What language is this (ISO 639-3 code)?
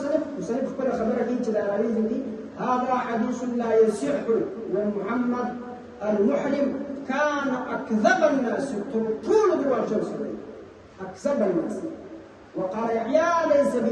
pus